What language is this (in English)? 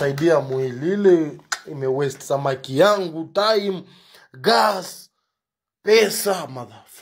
Swahili